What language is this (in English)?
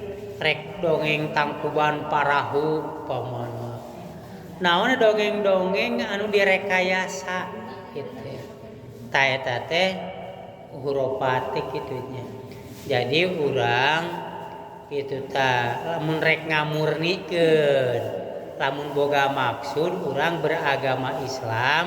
Sundanese